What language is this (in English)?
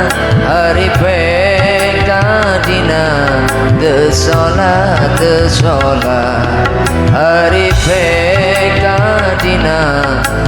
Sundanese